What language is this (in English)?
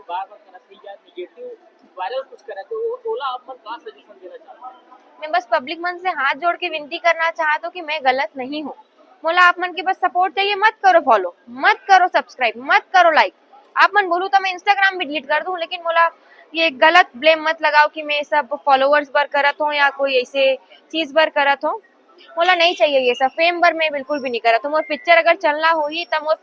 Chhattisgarhi